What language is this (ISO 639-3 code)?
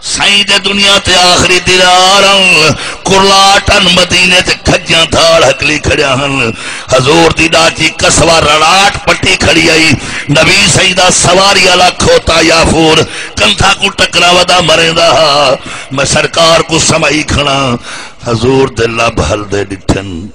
skr